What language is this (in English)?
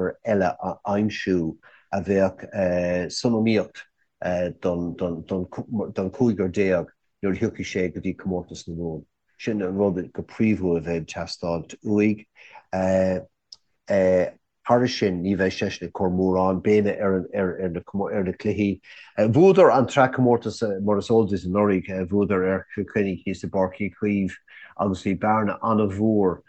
Irish